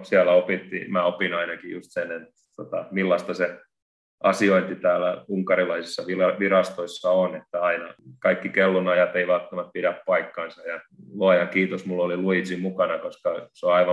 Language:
Finnish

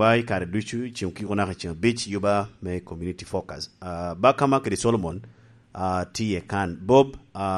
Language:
Lango (Uganda)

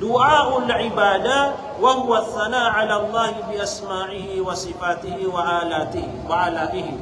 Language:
Maranao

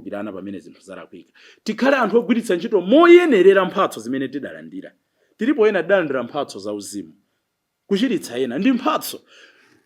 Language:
Nyanja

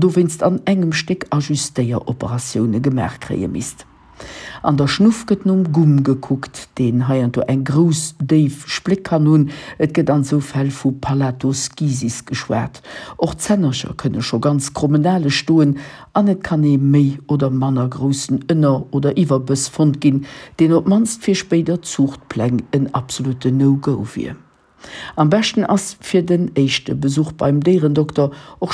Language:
Luxembourgish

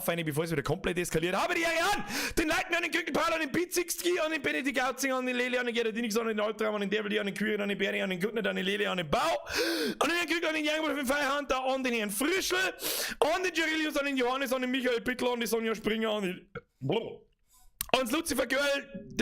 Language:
Bavarian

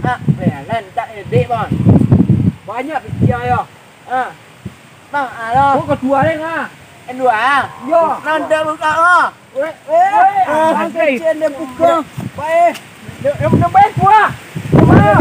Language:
Minangkabau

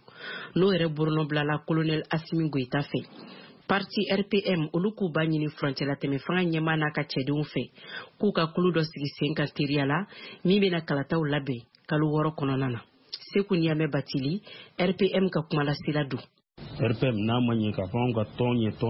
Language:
Bambara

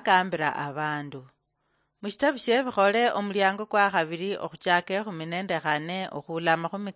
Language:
Luyia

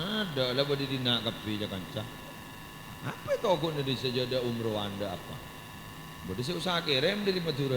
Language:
Madurese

